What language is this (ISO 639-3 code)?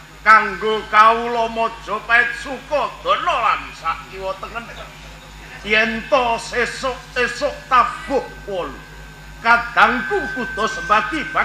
jav